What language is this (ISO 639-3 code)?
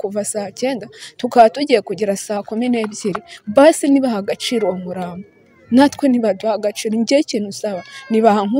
kin